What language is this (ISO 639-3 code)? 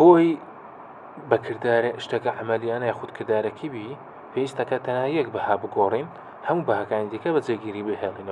ckb